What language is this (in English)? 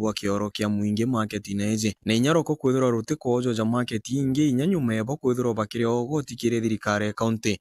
Meru